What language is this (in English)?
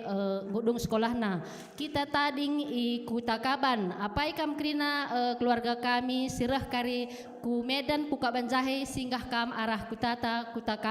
Batak Karo